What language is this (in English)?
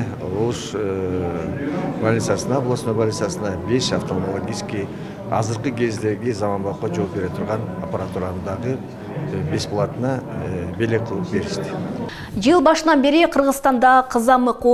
Kyrgyz